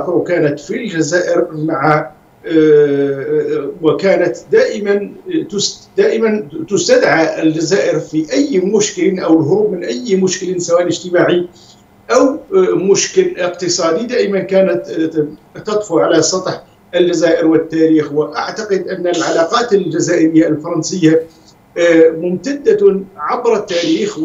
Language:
Arabic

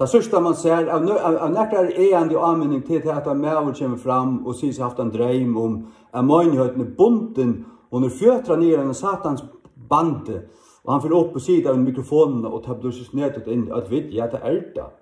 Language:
Faroese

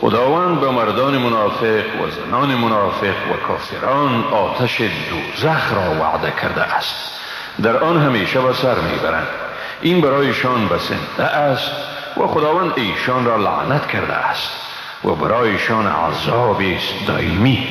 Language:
Persian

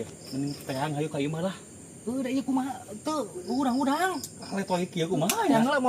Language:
Sundanese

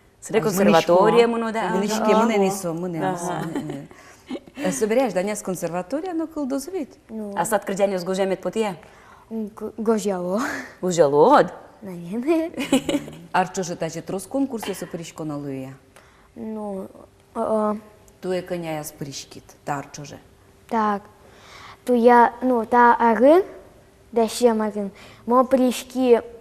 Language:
Udmurt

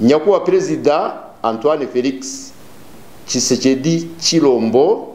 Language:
Kinyarwanda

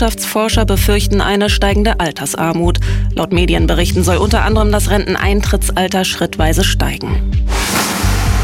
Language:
German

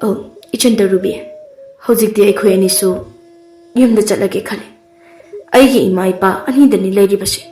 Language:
Manipuri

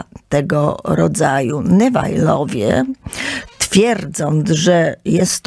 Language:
Polish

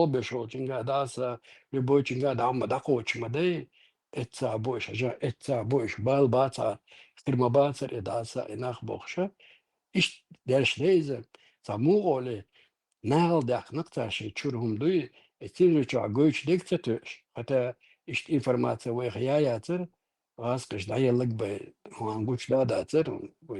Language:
Chechen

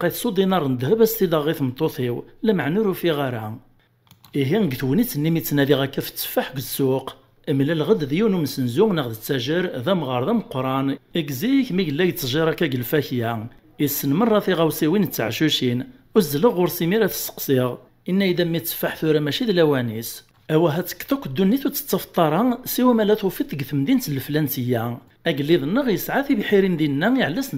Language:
Kabyle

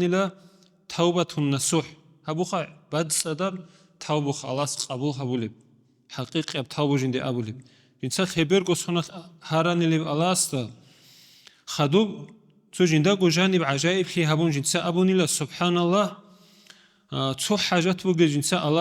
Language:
Avaric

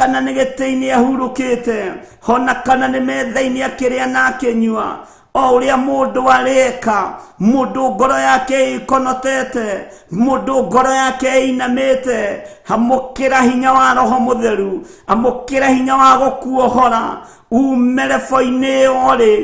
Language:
Kikuyu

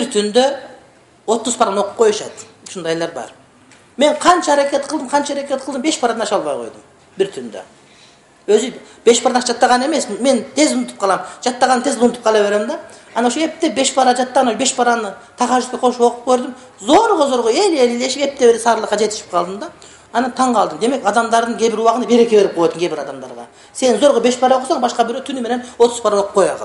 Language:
Kyrgyz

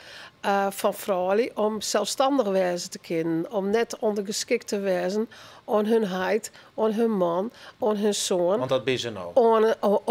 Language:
Western Frisian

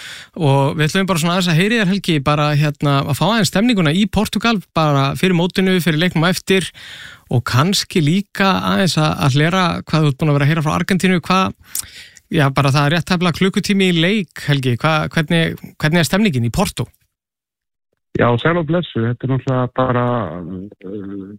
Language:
Icelandic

